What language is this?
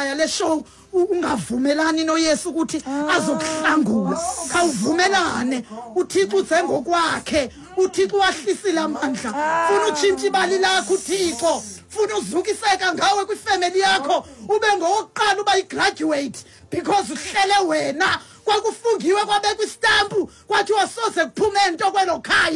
Xhosa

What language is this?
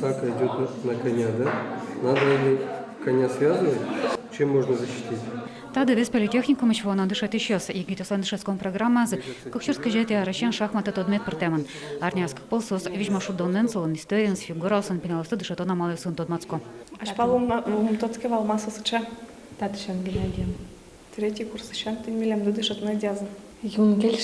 Udmurt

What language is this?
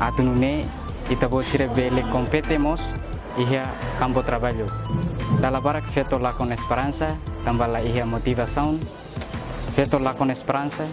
Tetum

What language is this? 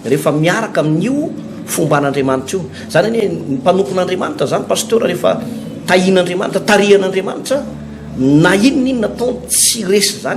Malagasy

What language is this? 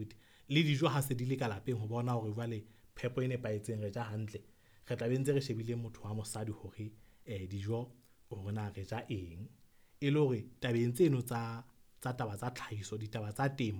Southern Sotho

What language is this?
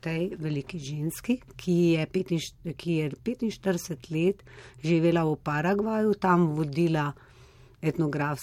Slovenian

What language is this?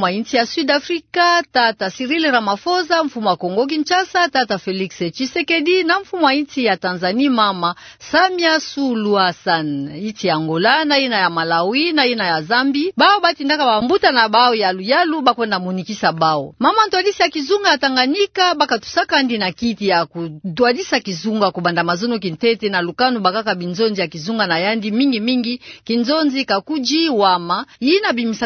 Kituba (Democratic Republic of Congo)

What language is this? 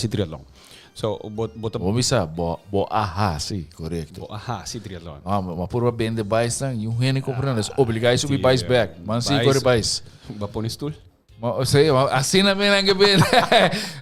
Papiamento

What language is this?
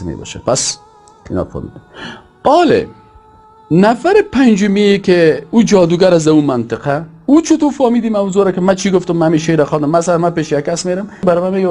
Tajik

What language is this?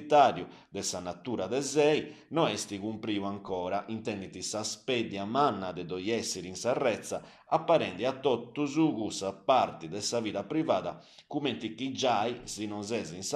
Sardinian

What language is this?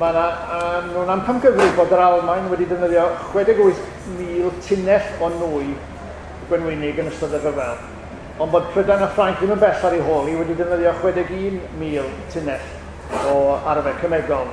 Welsh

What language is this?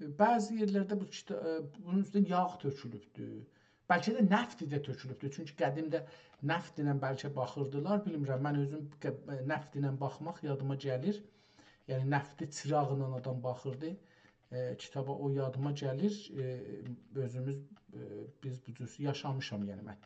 South Azerbaijani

